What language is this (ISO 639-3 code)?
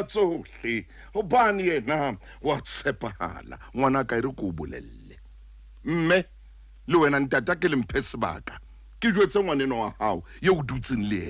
sot